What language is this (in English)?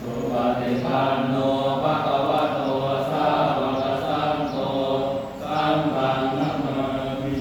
Pali